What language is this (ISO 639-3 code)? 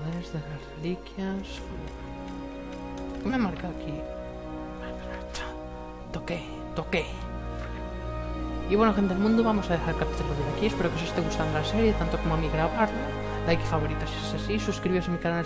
spa